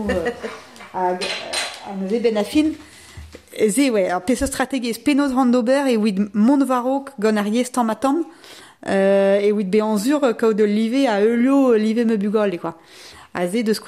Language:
Breton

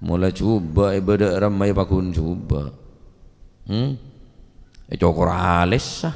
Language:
Madurese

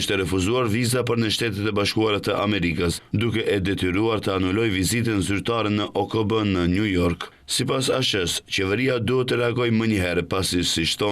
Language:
Albanian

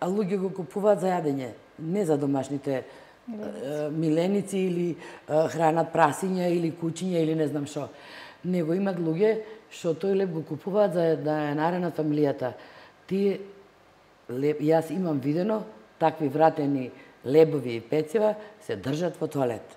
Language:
Macedonian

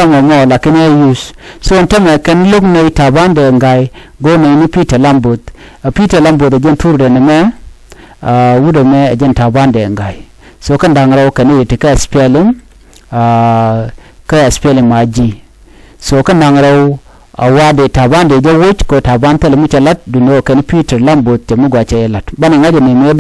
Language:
Nuer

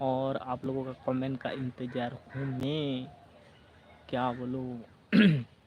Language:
Santali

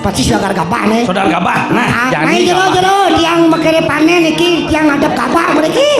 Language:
Balinese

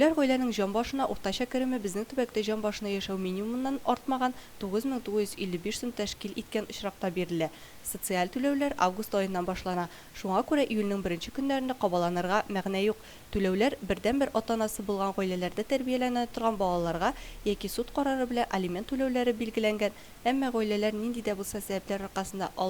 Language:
Tatar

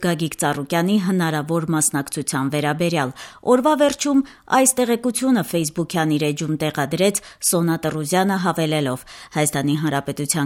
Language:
Armenian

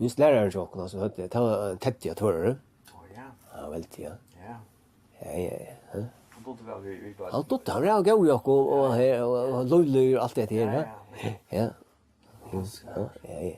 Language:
Faroese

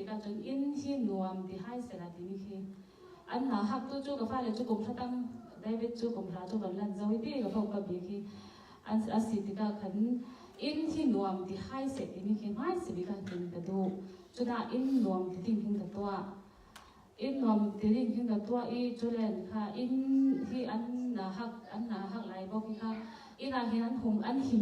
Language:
Falam Chin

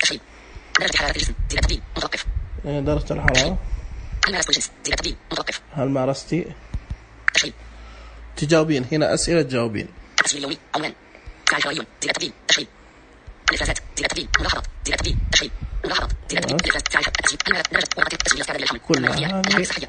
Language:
Najdi Arabic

